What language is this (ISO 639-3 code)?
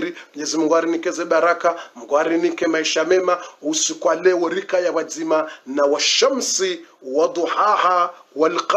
swa